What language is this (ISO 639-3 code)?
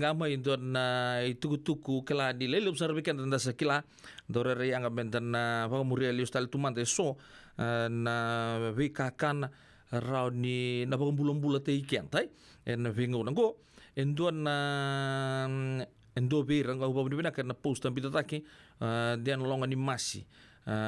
fij